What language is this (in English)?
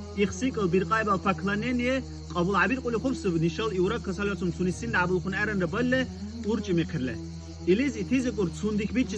Dargwa